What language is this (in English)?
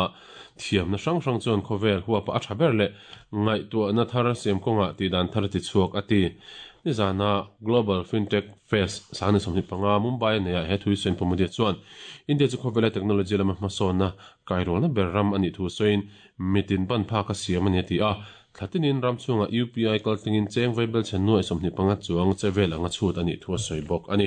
Mizo